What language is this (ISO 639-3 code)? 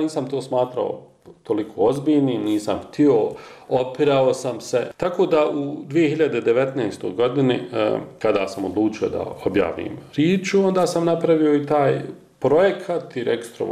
bos